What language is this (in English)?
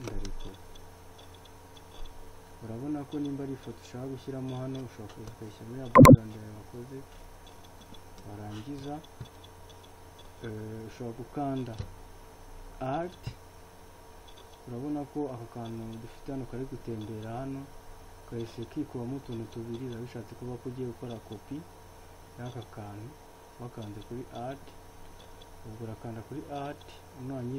Kinyarwanda